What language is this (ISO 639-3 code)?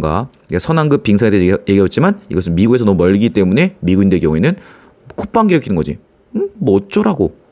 kor